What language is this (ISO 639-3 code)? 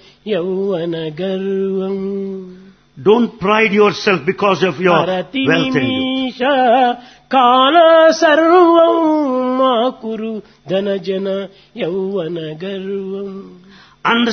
tel